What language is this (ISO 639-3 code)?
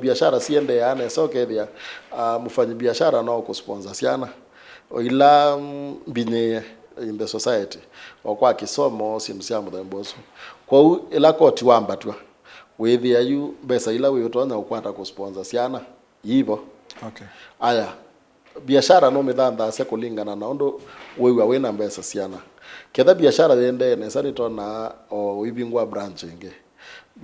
kam